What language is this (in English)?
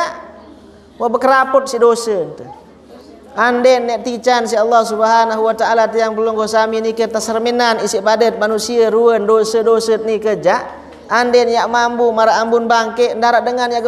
Sasak